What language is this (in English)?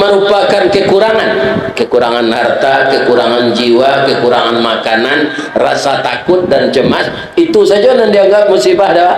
Minangkabau